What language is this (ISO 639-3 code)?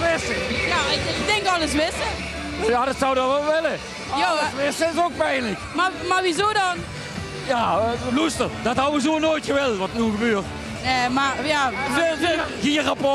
lim